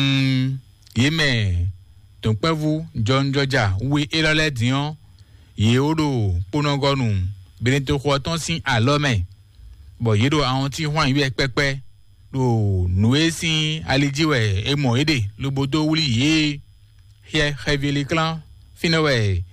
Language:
Fon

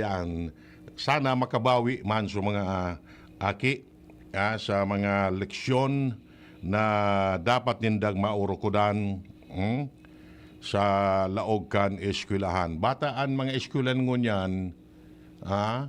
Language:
Bikol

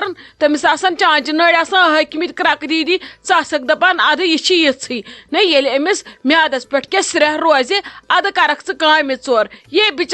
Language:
Kashmiri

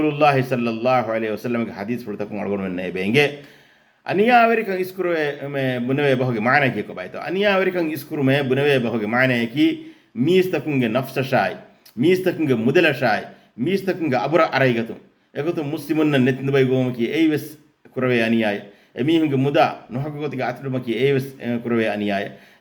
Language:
Divehi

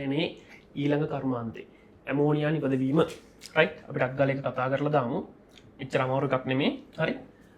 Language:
Sinhala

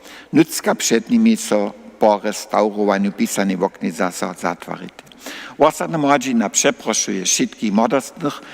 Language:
Upper Sorbian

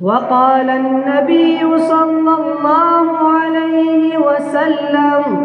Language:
Eastern Balochi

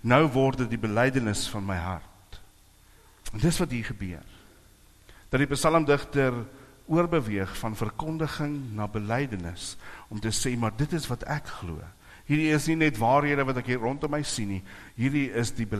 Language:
Afrikaans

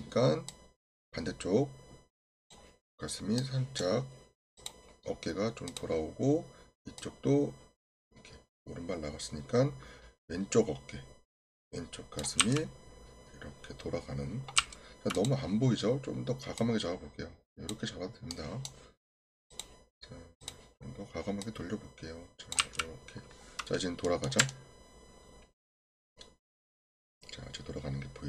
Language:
Korean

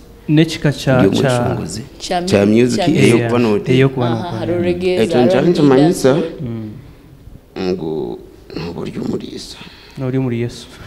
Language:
Nyankole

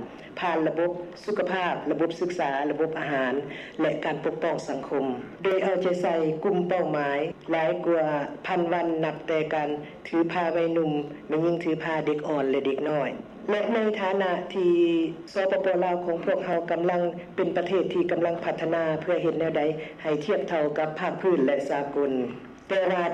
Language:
Lao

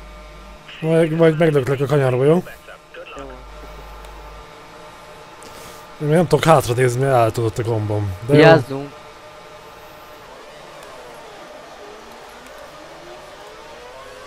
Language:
Hungarian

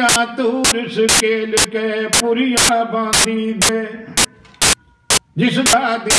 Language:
Punjabi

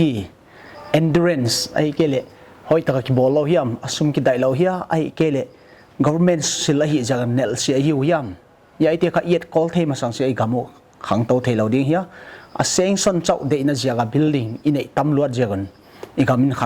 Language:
Paite Chin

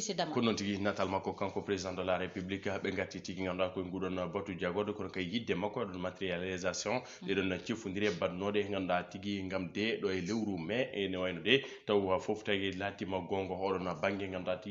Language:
Fula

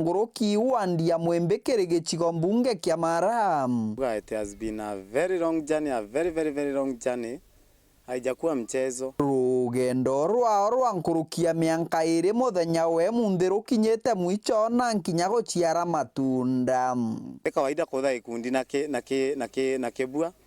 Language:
Meru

